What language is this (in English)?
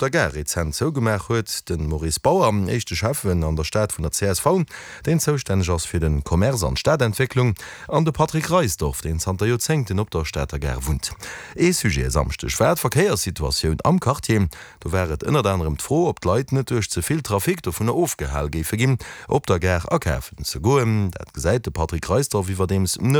Luxembourgish